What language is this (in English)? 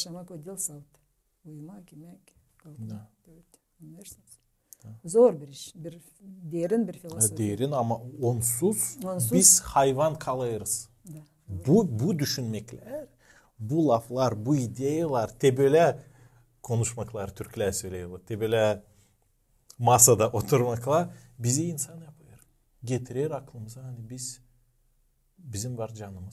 Gagauz